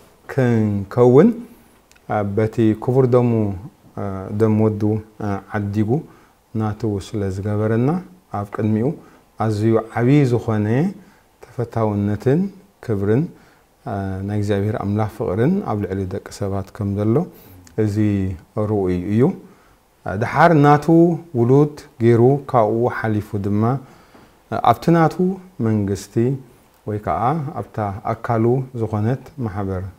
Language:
Tigrinya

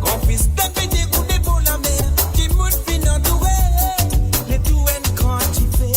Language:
Morisyen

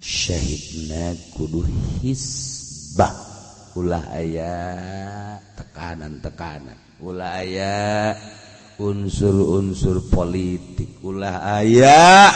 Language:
Sundanese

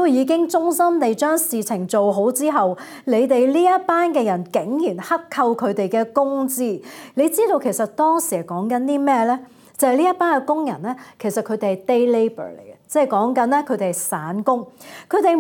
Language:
Cantonese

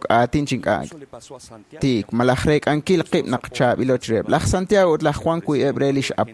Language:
Kekchí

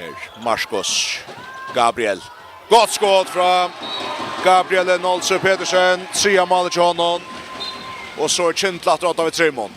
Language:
Faroese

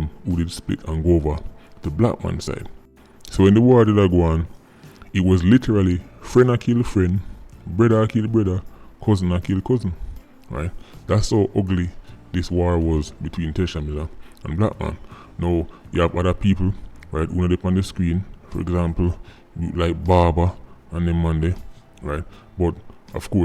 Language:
Jamaican Creole English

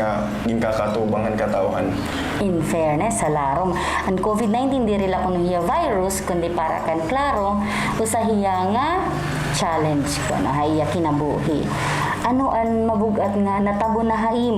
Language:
Waray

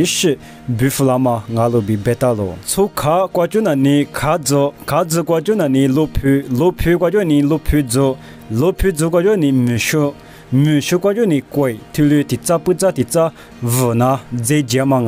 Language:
Lisu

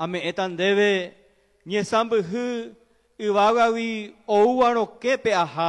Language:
Guarani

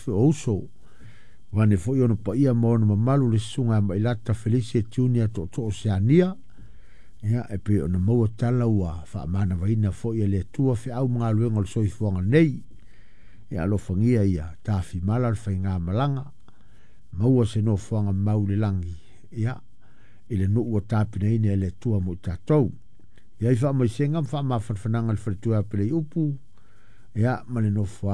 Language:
Samoan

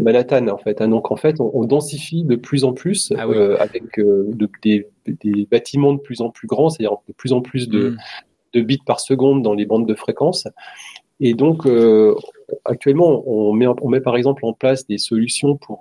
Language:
French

